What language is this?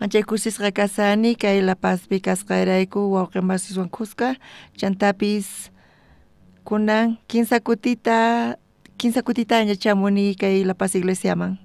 South Bolivian Quechua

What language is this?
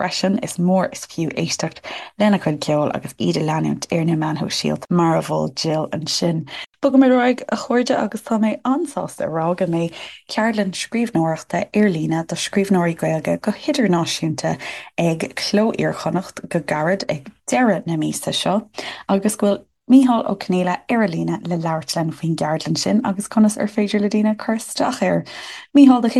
Irish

